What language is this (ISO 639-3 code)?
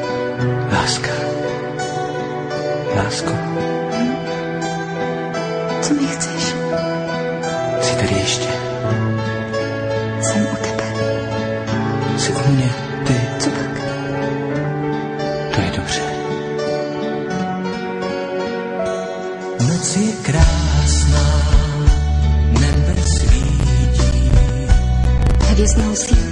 ces